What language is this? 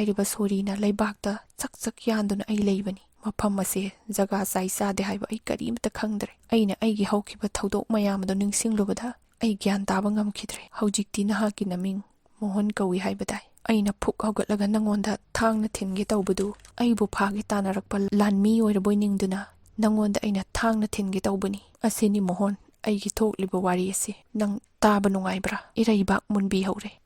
Manipuri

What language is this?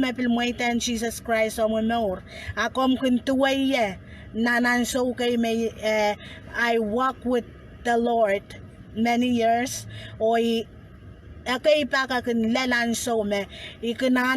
Pohnpeian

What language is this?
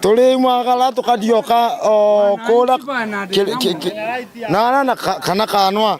Meru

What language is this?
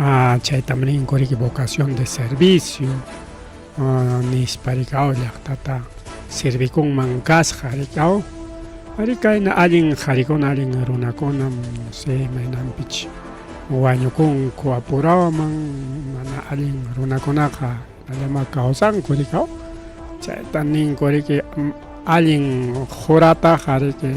Ayacucho Quechua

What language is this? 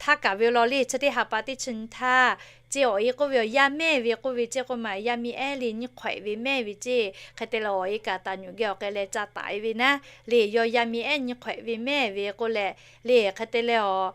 Lahu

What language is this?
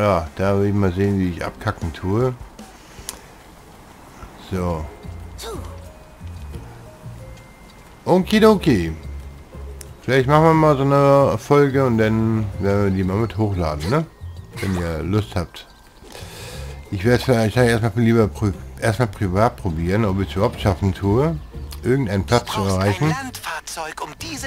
German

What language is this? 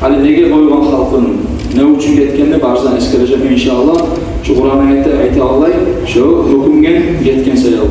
Kumyk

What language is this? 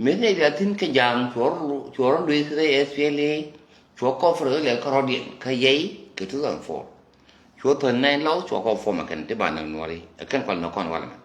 Nuer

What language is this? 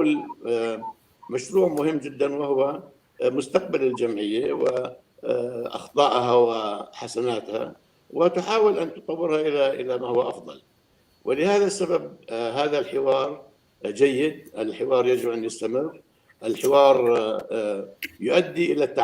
North Levantine Arabic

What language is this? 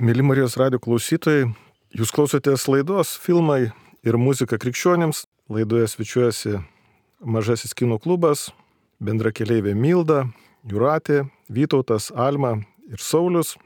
Lithuanian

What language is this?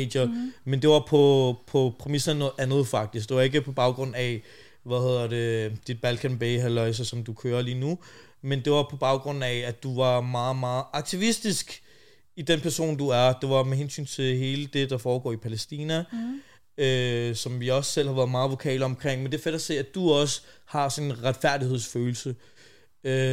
Danish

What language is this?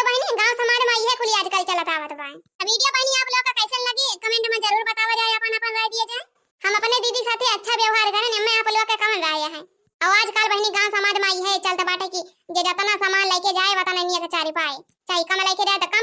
Awadhi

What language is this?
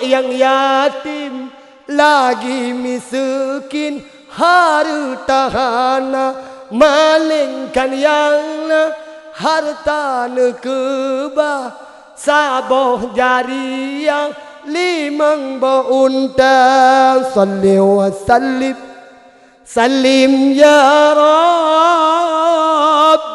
Achinese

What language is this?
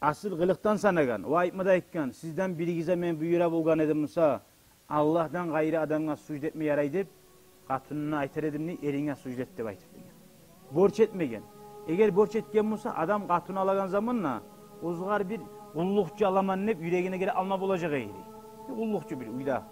Kumyk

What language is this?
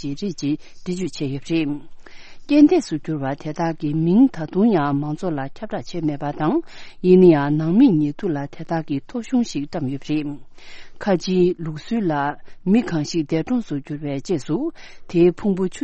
Tibetan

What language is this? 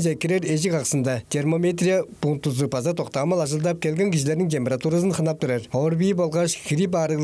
Tuvinian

